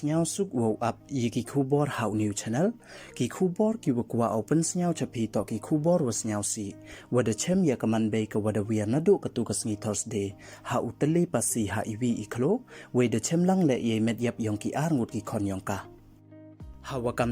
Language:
Pnar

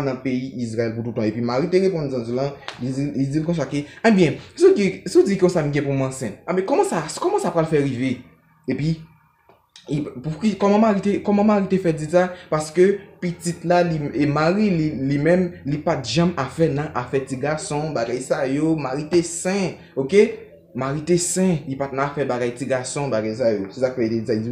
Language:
Haitian Creole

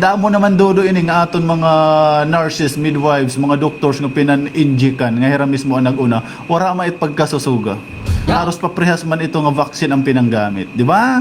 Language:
Waray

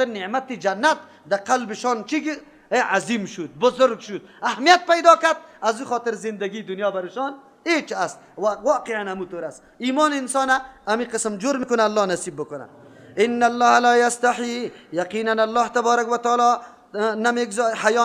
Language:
Persian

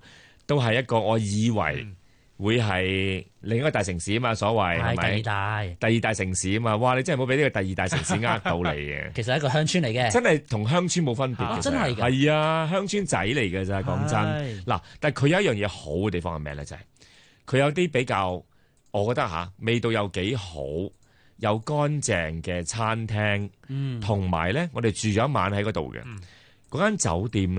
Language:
Cantonese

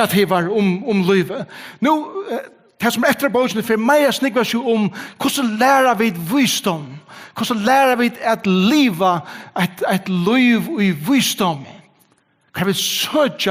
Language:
Faroese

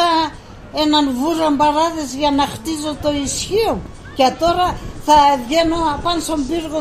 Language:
Pontic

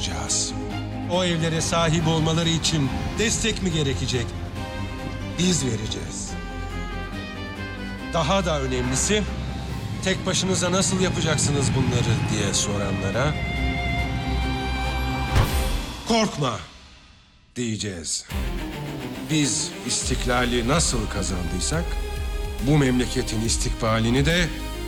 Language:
Turkish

